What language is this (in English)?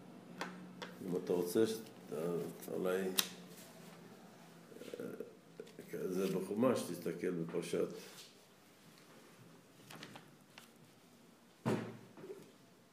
Hebrew